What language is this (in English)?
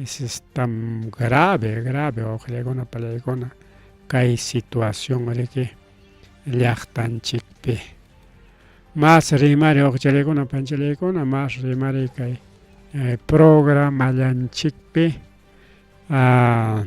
Ayacucho Quechua